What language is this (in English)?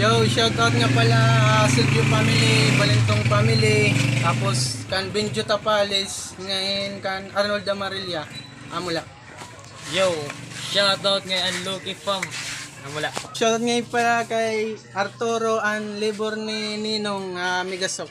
Waray